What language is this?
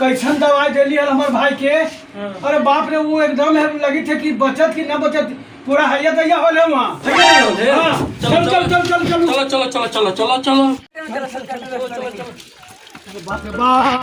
Magahi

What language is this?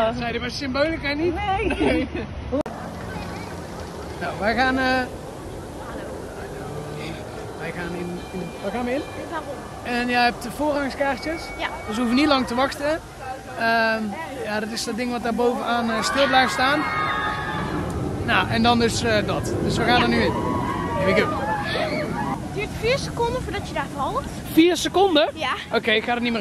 Dutch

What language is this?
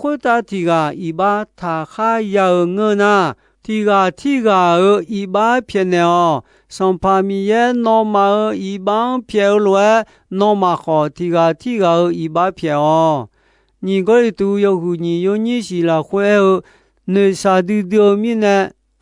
Akha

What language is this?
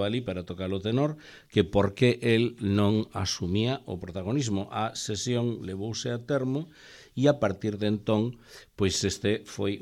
Galician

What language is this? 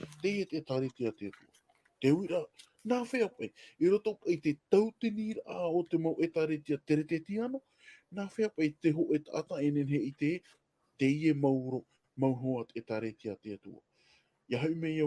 Tahitian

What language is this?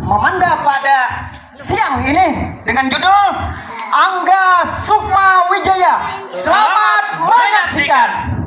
Banjar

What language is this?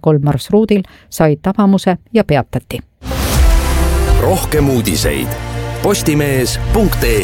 Estonian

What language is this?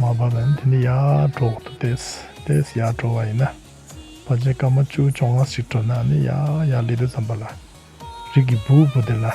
Tibetan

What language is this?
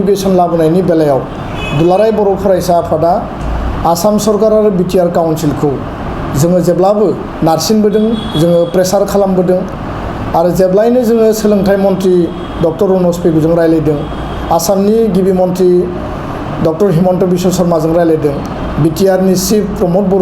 Bodo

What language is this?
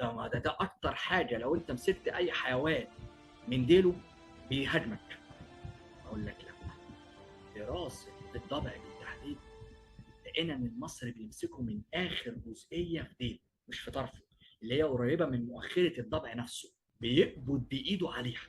Egyptian Arabic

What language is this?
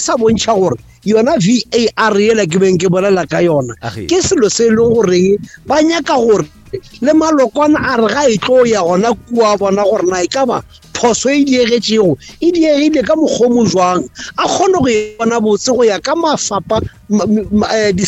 Northern Sotho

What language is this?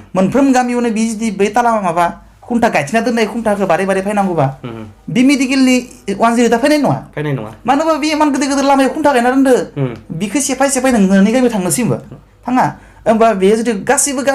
Bodo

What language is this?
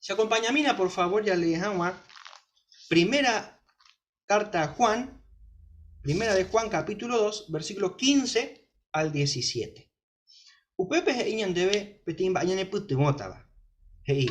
Guarani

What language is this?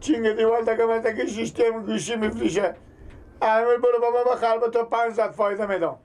Persian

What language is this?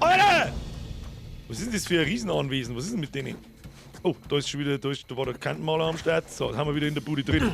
Bavarian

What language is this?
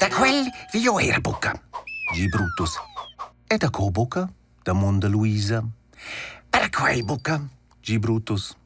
Romansh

